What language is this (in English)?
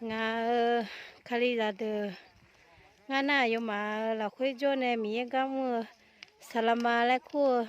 Akha